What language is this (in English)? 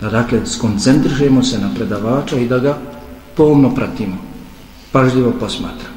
Bosnian